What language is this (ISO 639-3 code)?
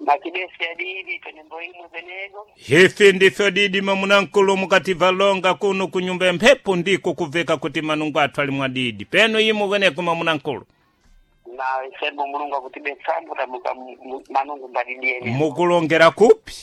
seh